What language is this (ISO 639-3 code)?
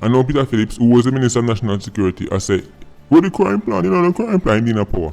jam